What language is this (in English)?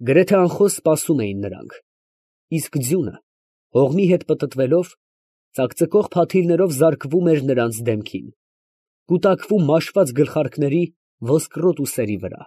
Armenian